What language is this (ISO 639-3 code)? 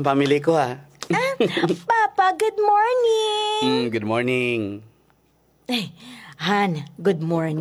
hil